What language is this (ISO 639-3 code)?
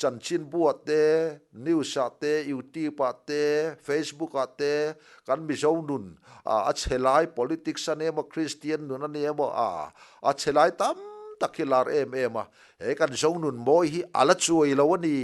lus